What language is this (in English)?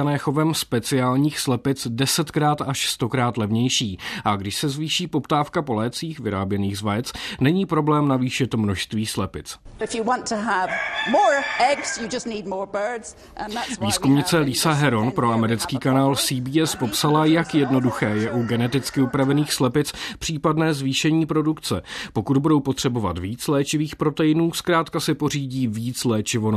Czech